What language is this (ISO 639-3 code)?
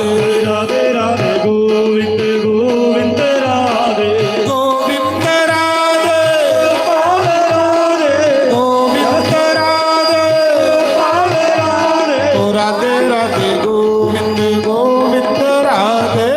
doi